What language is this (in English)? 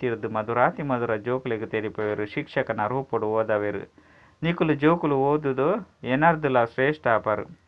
Tulu